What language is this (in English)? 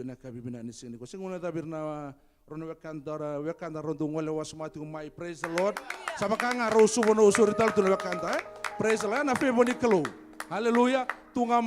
Fijian